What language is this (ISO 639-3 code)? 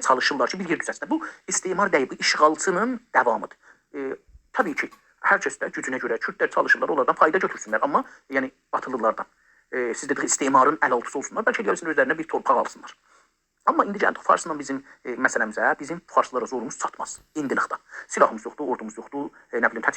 azb